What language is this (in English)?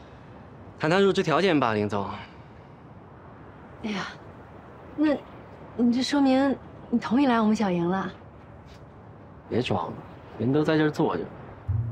Chinese